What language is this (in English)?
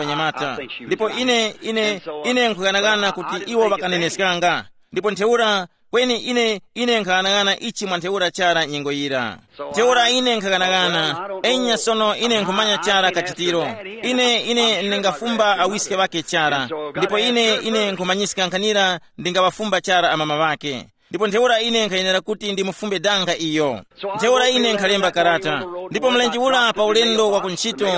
Tumbuka